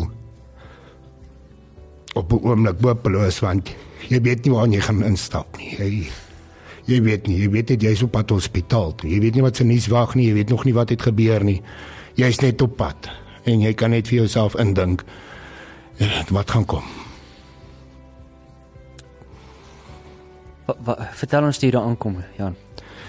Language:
Afrikaans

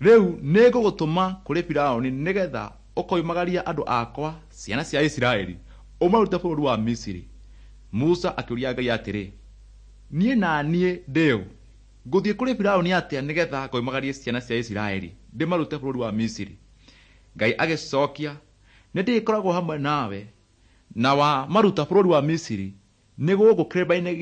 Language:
Kikuyu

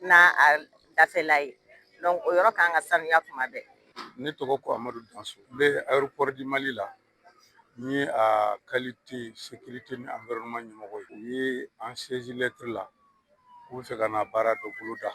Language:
Bambara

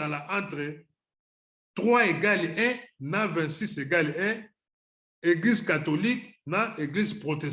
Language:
Lingala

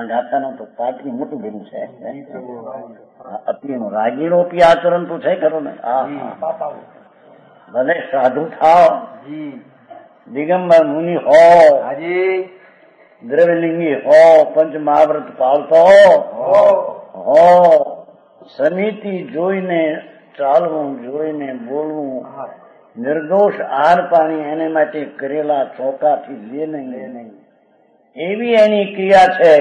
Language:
Gujarati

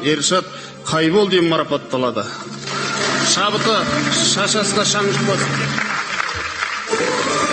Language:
Kazakh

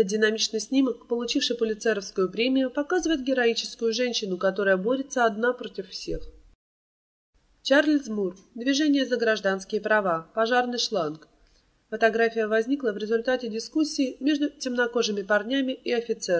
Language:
Russian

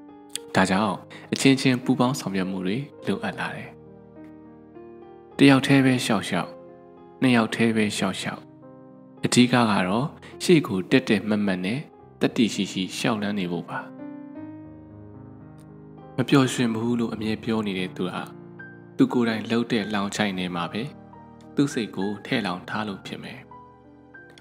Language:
Burmese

